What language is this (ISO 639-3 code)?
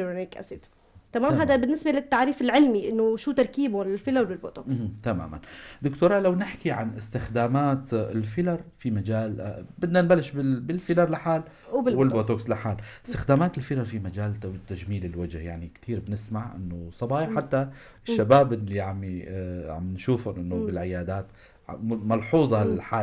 apc